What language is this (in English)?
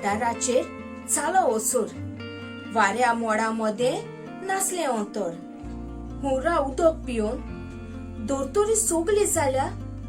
Konkani